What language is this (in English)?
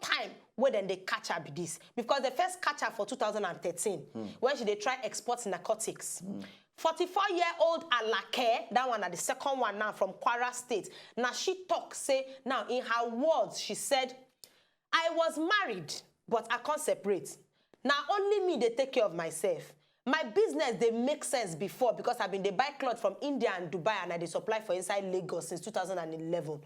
Nigerian Pidgin